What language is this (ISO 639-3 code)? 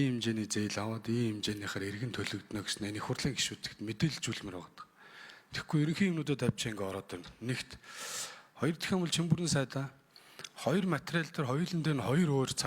mon